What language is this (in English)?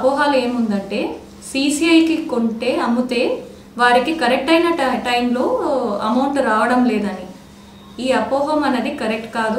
Telugu